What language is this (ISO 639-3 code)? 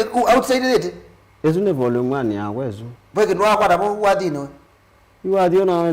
kam